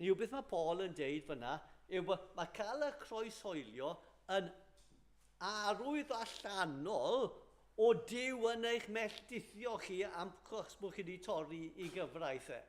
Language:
Welsh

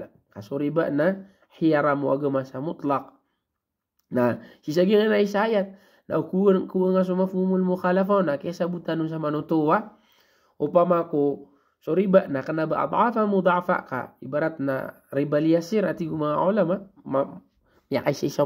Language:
Maranao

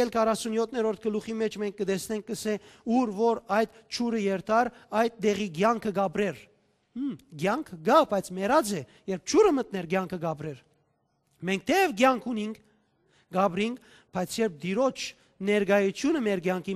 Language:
Western Armenian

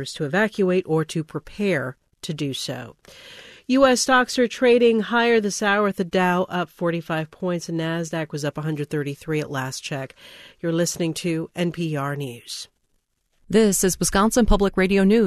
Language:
English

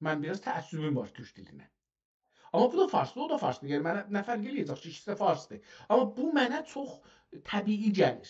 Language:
South Azerbaijani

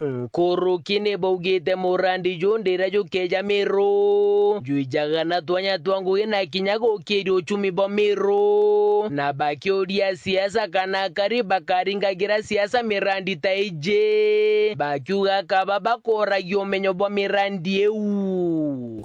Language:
Meru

